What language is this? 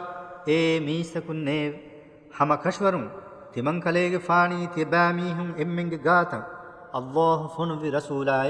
Divehi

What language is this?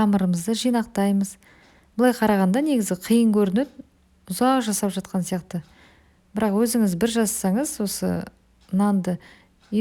Kazakh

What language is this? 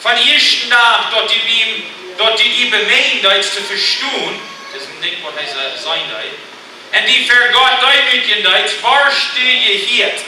Plautdietsch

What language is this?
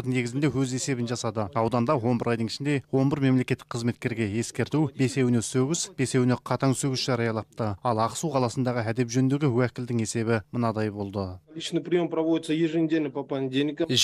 Kazakh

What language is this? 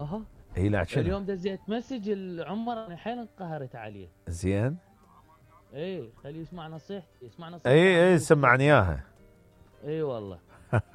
Mesopotamian Arabic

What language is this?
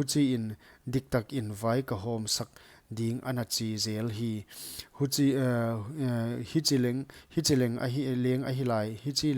Paite Chin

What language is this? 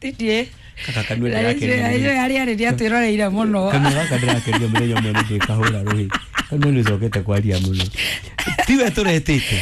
Kikuyu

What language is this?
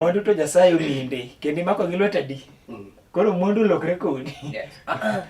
Luo (Kenya and Tanzania)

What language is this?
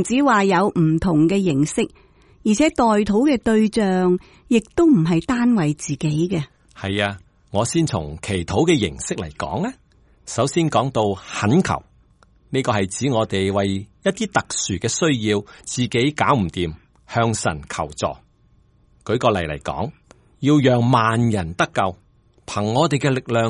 Cantonese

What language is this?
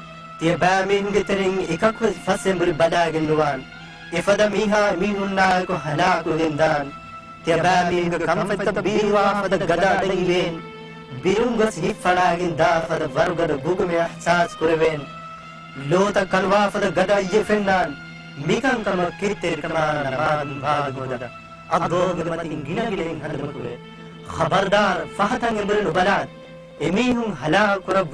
Divehi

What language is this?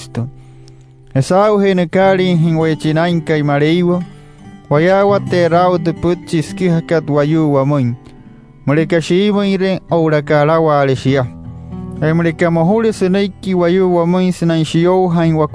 Wayuu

